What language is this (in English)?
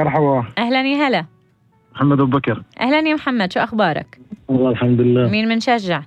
North Levantine Arabic